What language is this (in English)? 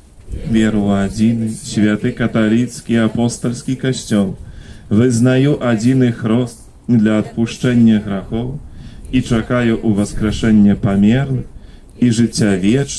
Belarusian